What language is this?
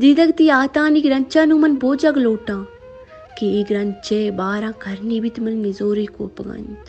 Baluchi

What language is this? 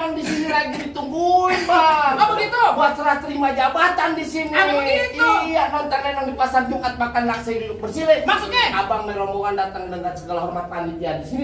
Betawi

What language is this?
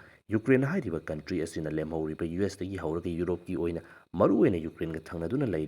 Manipuri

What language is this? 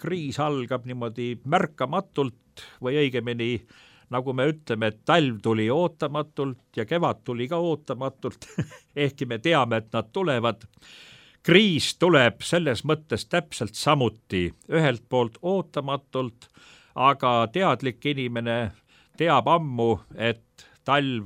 Estonian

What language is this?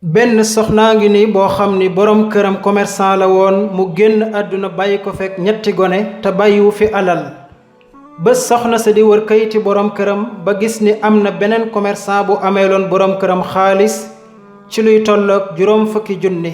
Wolof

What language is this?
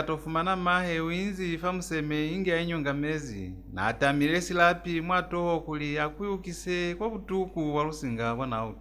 Lozi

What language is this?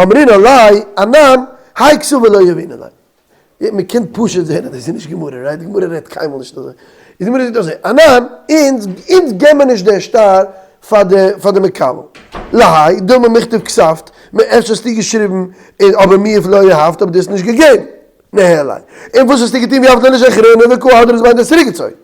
Yiddish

